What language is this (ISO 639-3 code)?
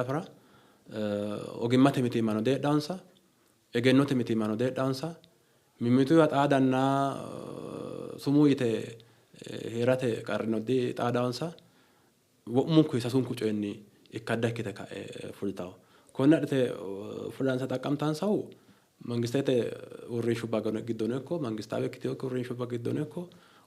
sid